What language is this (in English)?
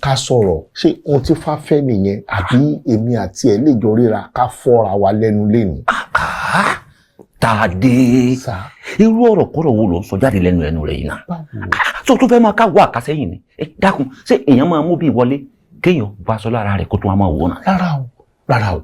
Yoruba